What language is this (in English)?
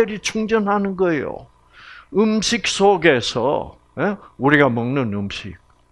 Korean